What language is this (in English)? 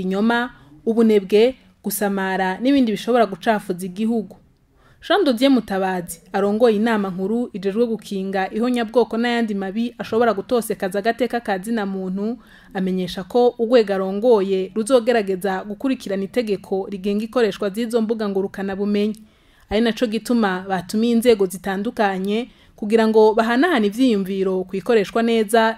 Rundi